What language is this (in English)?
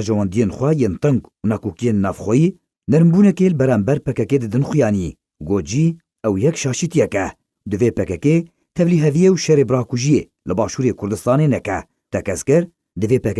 Kurdish